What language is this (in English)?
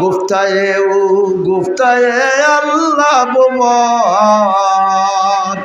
Sylheti